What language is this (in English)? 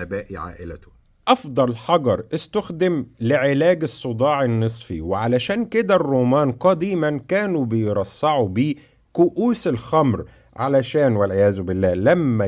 Egyptian Arabic